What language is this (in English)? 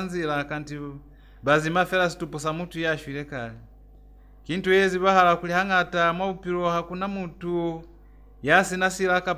Lozi